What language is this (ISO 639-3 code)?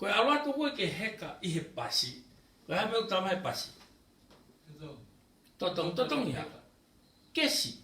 ton